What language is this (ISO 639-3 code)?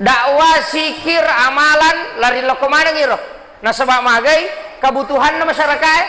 bug